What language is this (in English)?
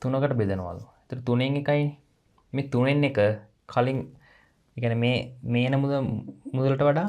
Sinhala